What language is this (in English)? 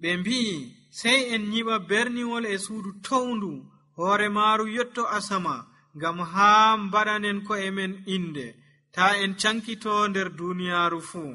Nigerian Fulfulde